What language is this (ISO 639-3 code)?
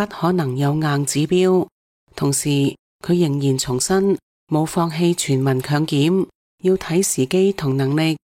yue